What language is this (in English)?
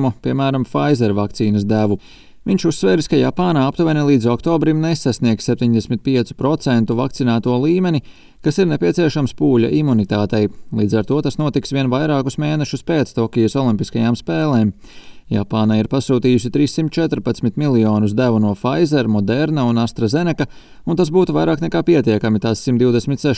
Latvian